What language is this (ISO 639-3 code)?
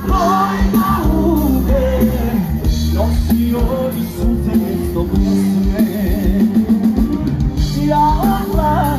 hrv